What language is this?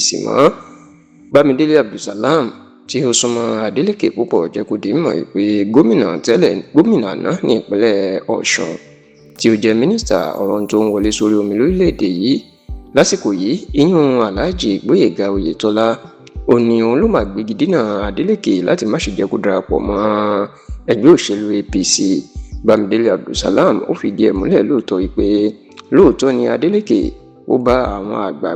Yoruba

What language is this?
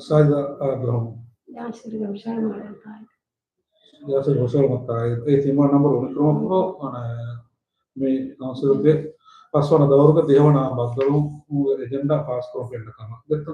Divehi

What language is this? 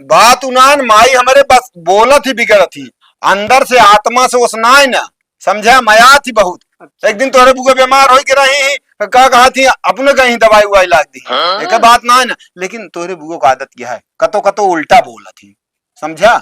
Awadhi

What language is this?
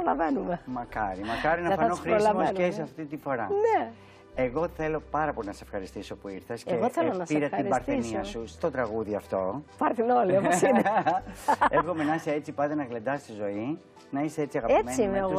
Greek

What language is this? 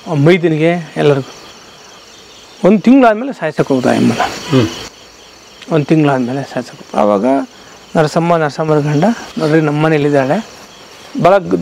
Kannada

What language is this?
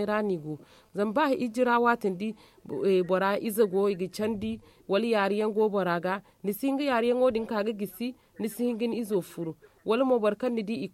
Zarma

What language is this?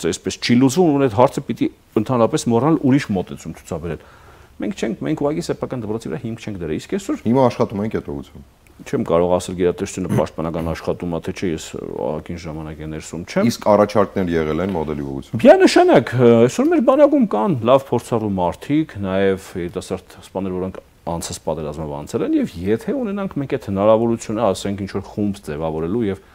Armenian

